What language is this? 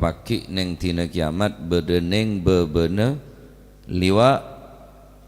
Madurese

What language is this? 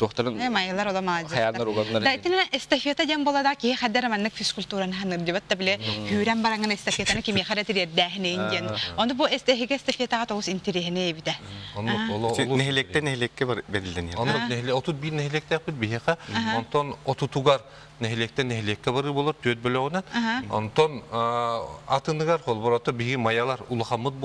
Yakut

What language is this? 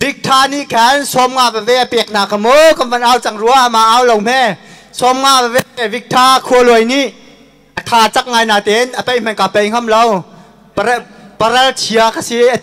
Hakha Chin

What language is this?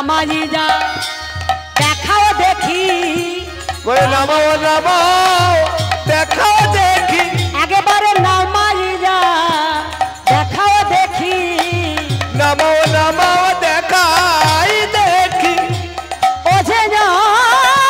Bangla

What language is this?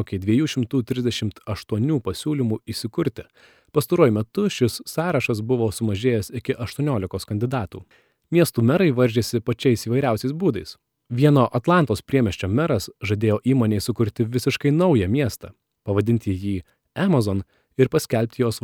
Lithuanian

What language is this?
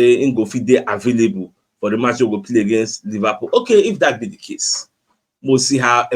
Nigerian Pidgin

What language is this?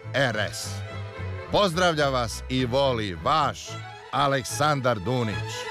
Serbian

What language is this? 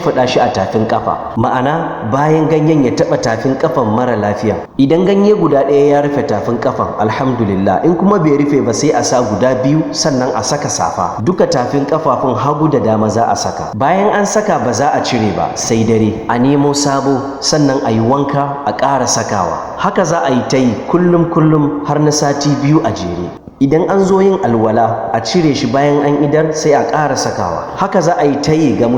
Hausa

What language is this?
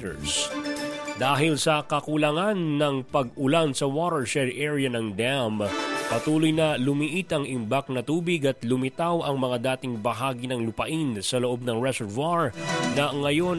Filipino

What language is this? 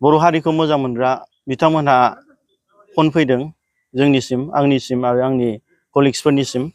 Bodo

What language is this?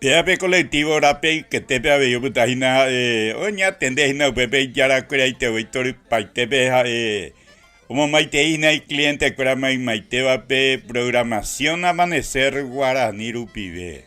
Guarani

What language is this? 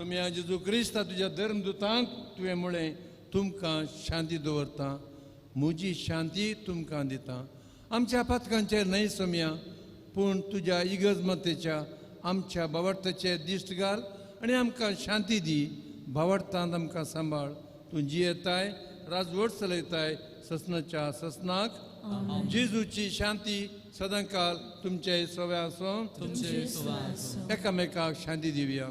Konkani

